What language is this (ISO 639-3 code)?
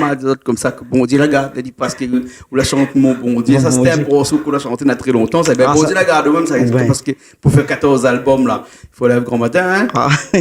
rcf